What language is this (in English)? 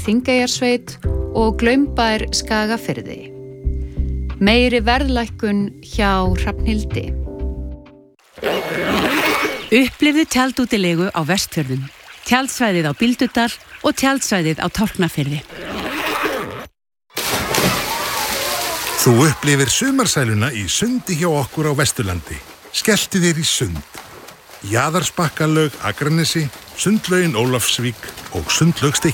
Icelandic